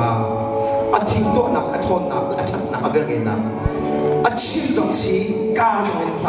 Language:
Hakha Chin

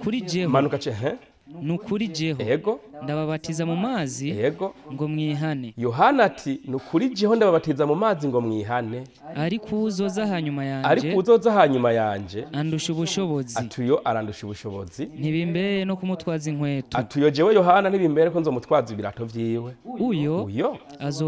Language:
Rundi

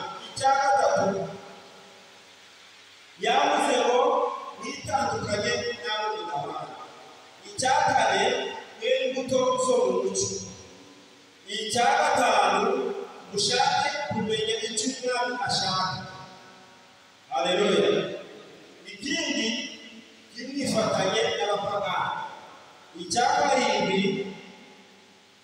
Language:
Kinyarwanda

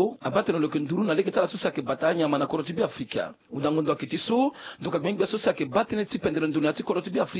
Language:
Sango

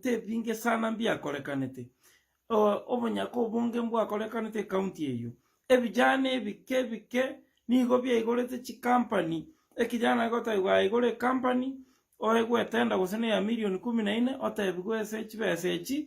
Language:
Gusii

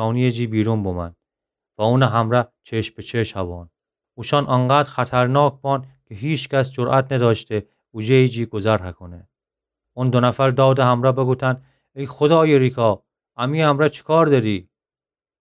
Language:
Gilaki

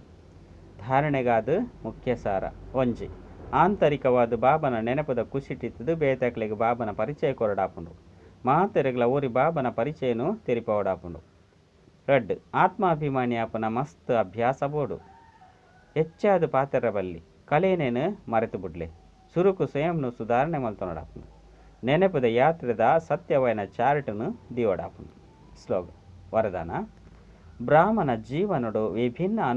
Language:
Tulu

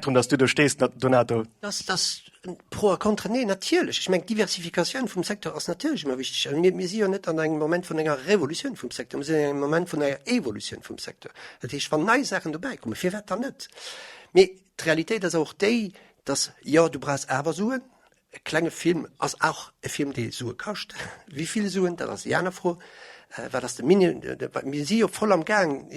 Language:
Luxembourgish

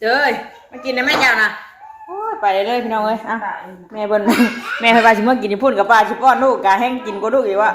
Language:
Northeastern Thai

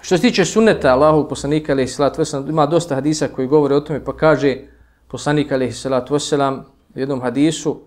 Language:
Bosnian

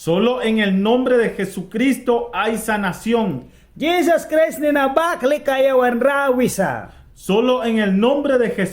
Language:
Mískito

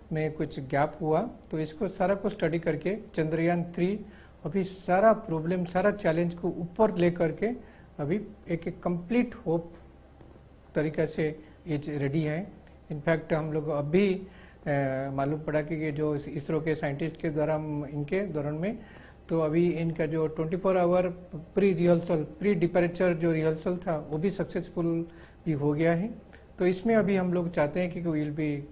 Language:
Gujarati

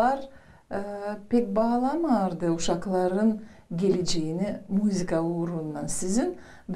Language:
Gagauz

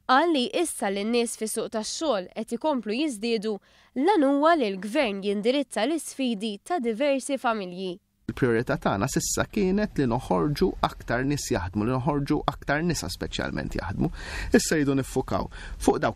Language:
Maltese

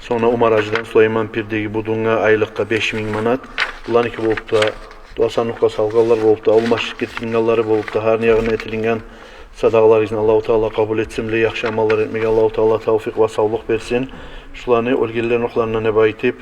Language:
Kumyk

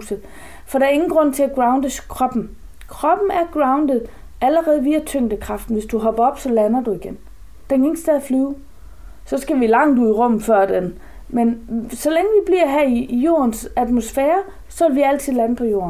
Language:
Danish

